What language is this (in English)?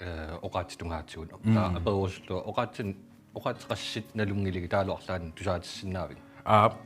Kalaallisut